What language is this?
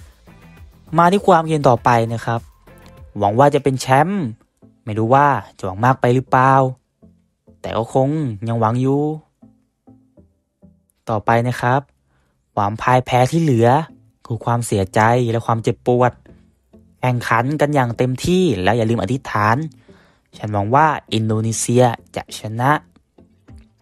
Thai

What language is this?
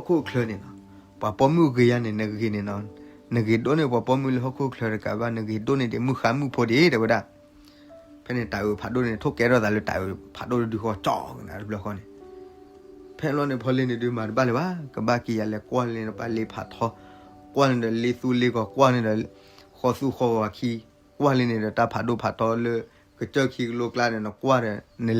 S'gaw Karen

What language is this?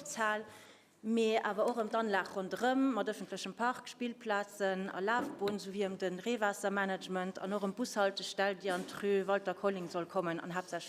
Luxembourgish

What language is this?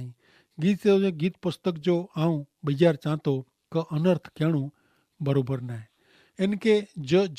Kachhi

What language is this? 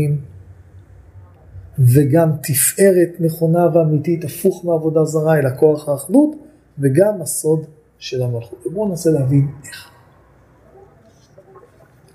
Hebrew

